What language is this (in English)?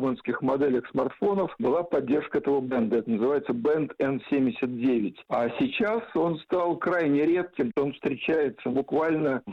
Russian